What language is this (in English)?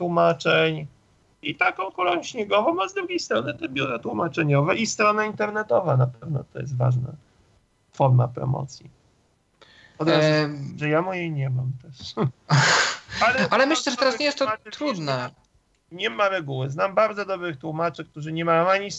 Polish